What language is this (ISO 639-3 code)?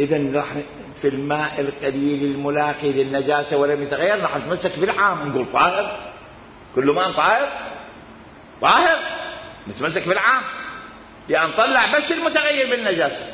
acm